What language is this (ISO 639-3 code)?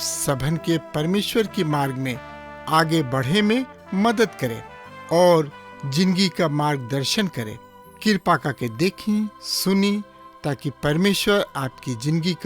bho